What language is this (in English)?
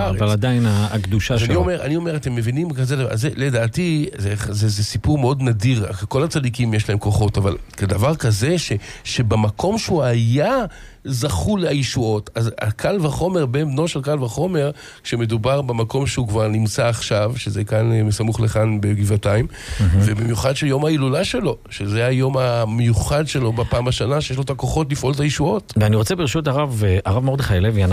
Hebrew